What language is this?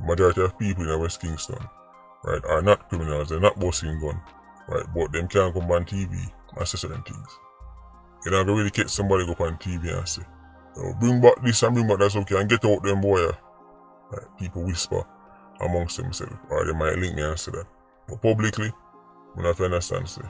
Jamaican Creole English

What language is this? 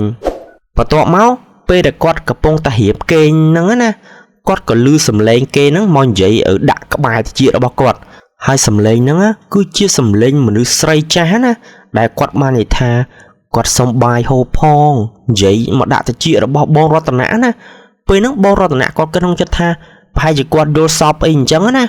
Khmer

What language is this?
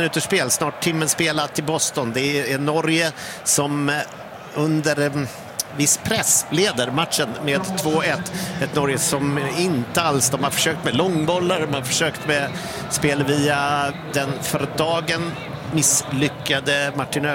Swedish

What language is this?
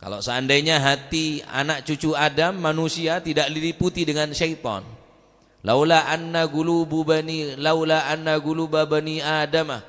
Madurese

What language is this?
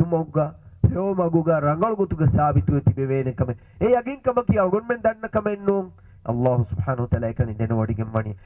Divehi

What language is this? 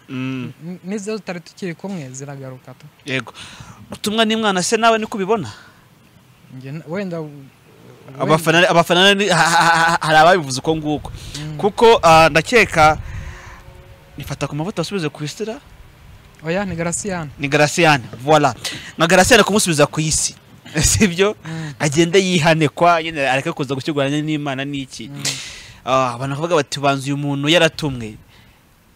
Kinyarwanda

